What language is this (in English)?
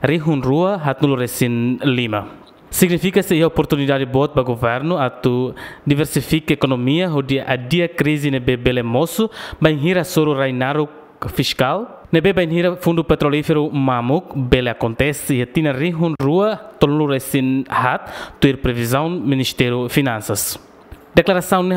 Tetum